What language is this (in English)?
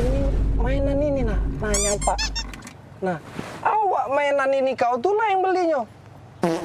Musi